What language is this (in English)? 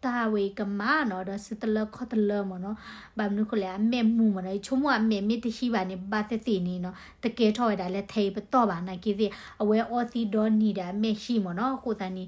S'gaw Karen